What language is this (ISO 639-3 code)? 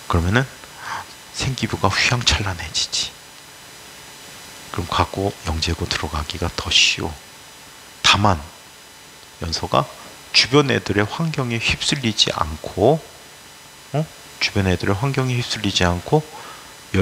kor